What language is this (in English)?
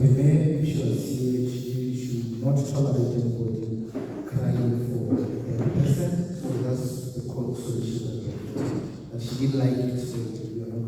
Tswana